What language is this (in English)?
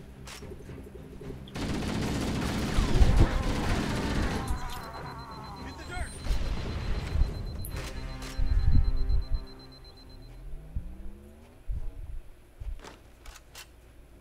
English